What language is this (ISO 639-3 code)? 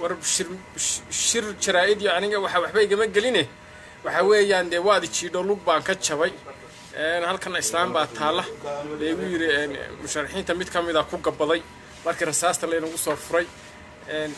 som